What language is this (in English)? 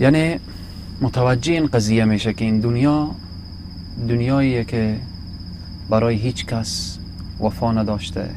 Persian